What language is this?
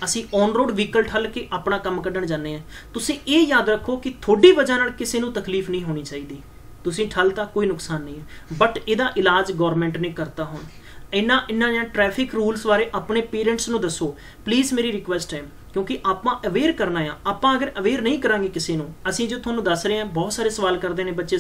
Punjabi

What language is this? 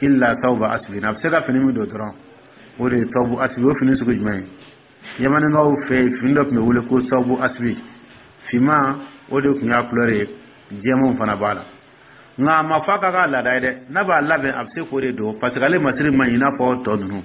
Dyula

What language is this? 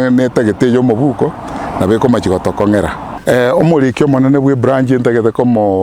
Gusii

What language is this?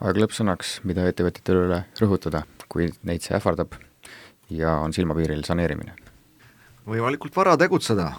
Estonian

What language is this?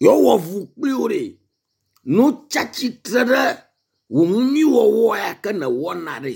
Ewe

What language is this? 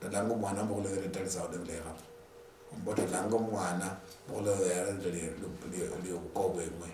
Luyia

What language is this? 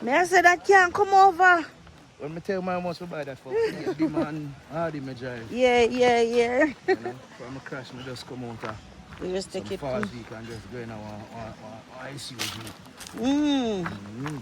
Jamaican Creole English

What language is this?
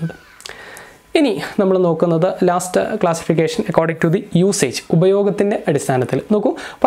Malayalam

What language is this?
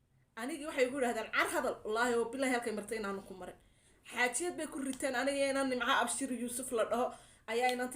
Somali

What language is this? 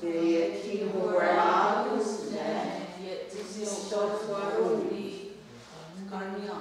Mohawk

